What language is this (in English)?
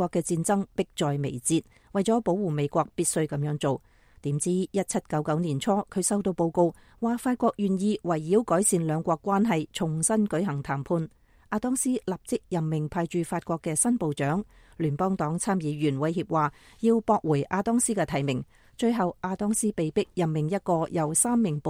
Cantonese